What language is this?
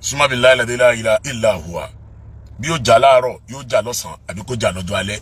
Yoruba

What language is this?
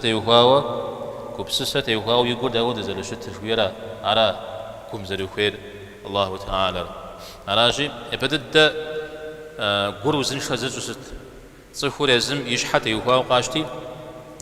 Kabardian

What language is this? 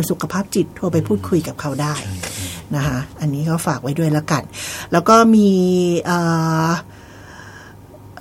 Thai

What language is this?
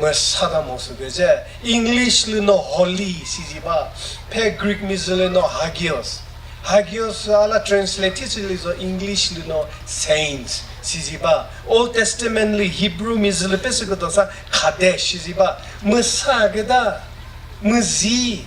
Chokri Naga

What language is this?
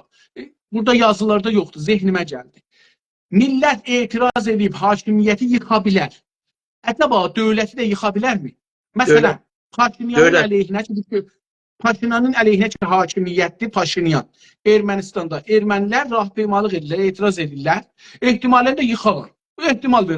South Azerbaijani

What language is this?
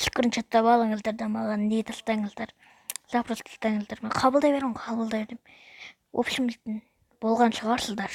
Kazakh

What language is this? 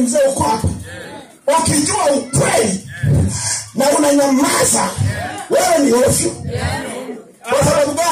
Swahili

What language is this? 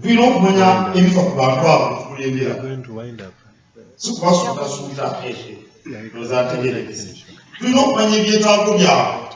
Ganda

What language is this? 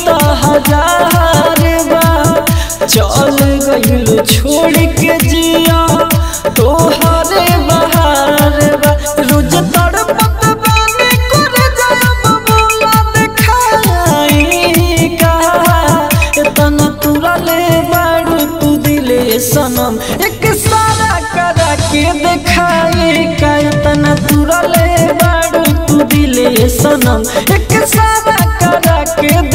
Bhojpuri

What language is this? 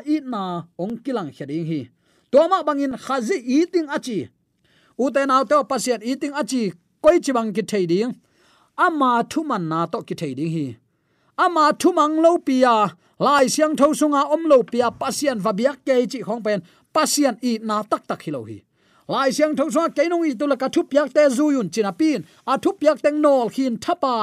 Tedim Chin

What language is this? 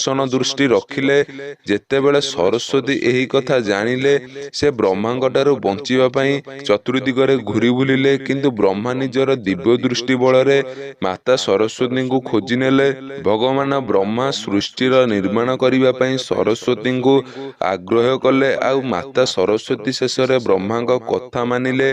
Odia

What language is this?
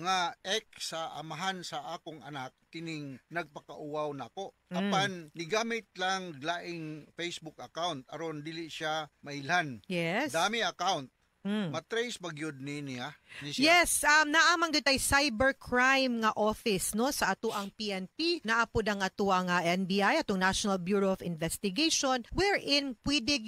Cebuano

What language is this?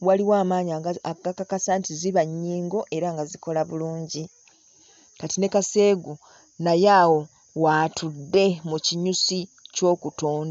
Ganda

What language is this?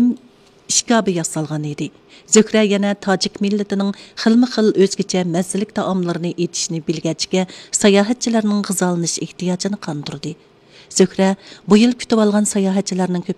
Uyghur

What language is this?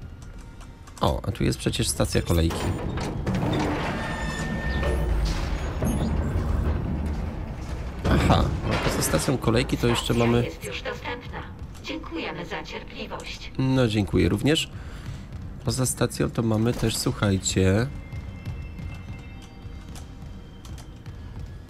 Polish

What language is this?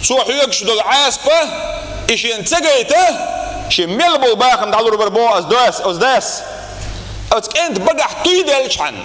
Chechen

